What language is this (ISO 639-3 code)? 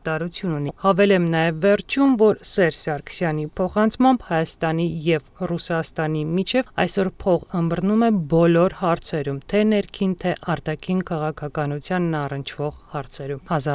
hye